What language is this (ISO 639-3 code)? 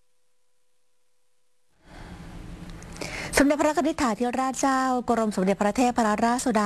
tha